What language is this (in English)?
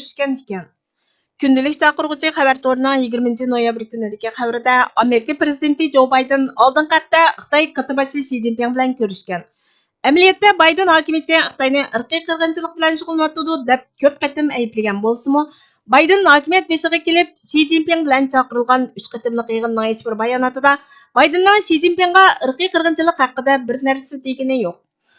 Uyghur